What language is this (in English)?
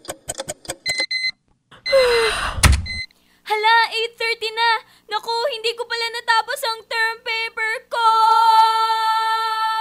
Filipino